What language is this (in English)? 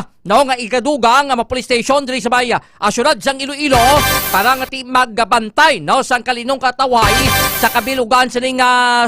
Hiligaynon